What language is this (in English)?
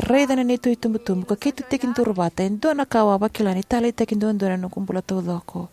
Fijian